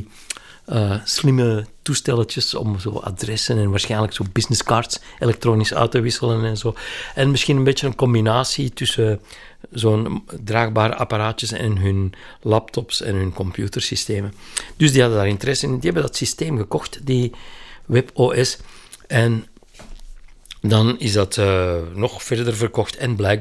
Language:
Dutch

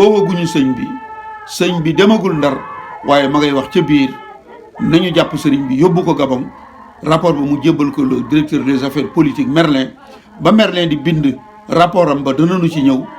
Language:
Wolof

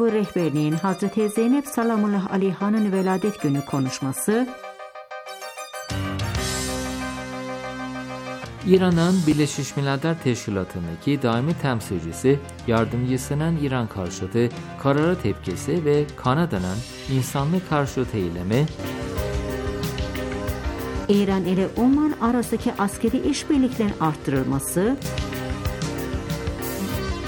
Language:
Turkish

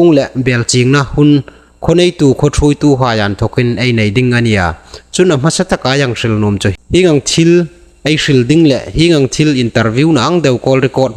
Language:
Hmar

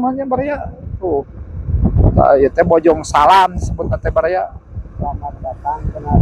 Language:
Sundanese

